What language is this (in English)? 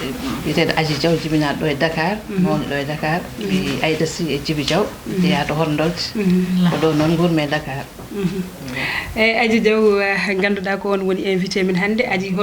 Fula